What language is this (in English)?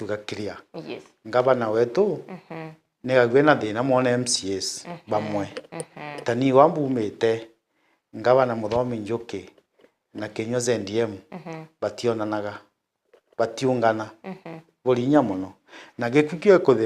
Meru